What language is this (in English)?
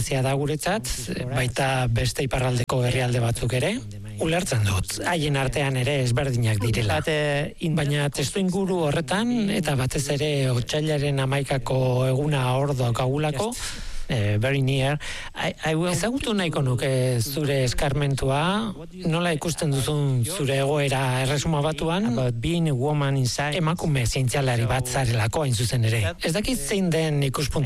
Basque